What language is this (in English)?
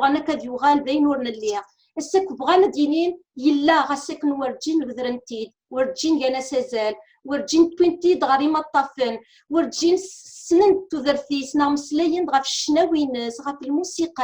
Kabyle